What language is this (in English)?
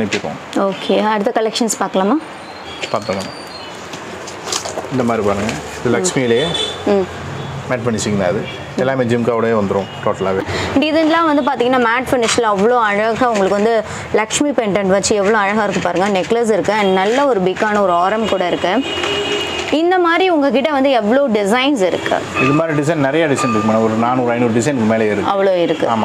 Tamil